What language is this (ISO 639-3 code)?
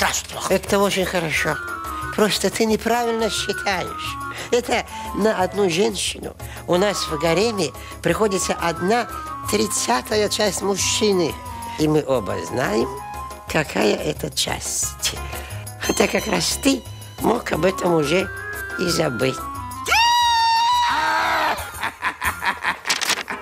rus